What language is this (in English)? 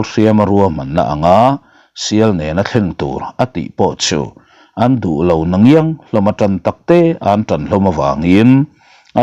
Mizo